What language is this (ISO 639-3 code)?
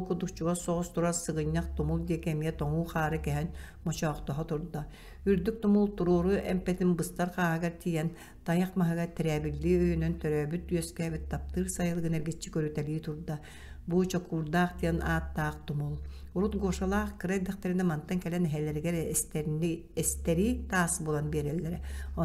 sah